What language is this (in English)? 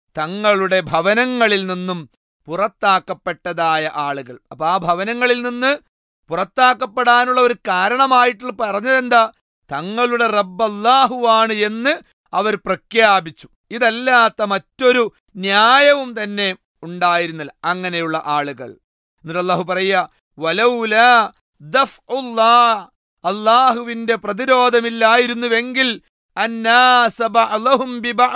Malayalam